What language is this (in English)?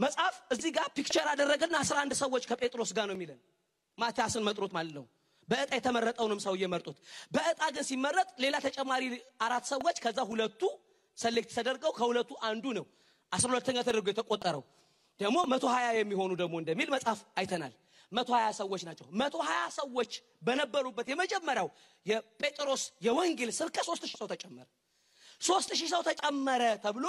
Amharic